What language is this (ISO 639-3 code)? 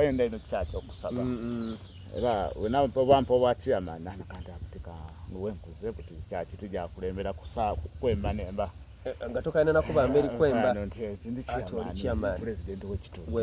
xog